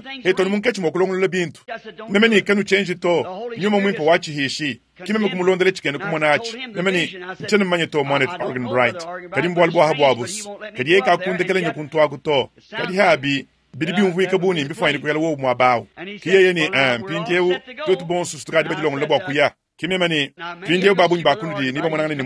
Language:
Luba-Lulua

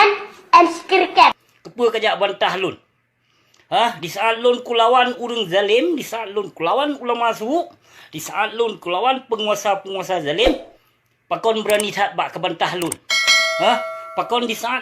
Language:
Achinese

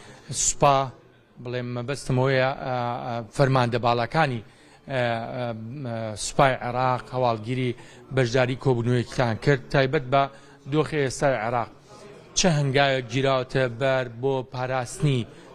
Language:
Central Kurdish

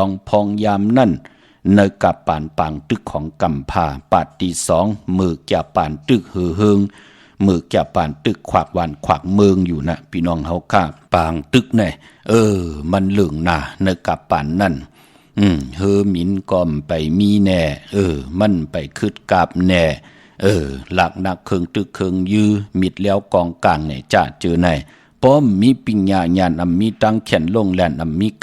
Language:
Shan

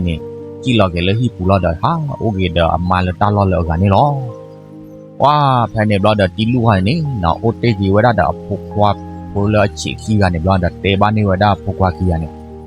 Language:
S'gaw Karen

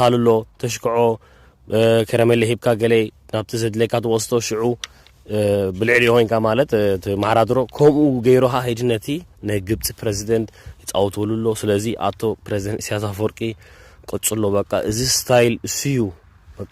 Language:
Tigrinya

